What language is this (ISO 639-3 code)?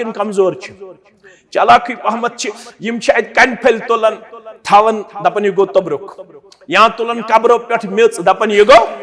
kas